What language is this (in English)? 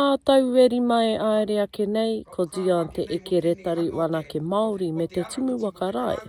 Māori